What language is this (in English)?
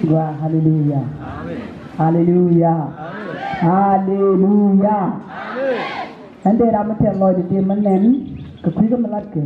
Nuer